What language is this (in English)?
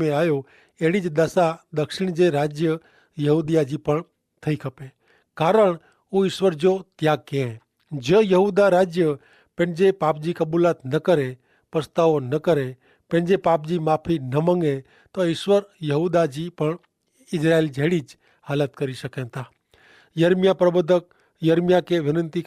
Kachhi